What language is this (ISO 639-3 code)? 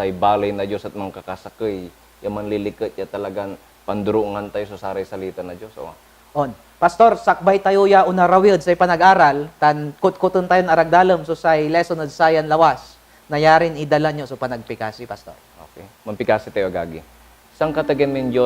pag